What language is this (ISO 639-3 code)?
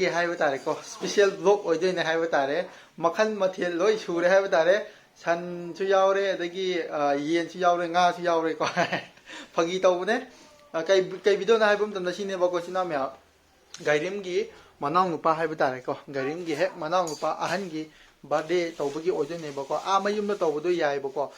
mni